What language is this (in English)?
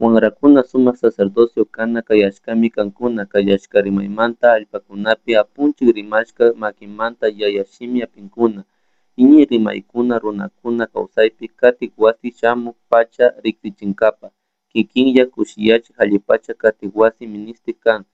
Chimborazo Highland Quichua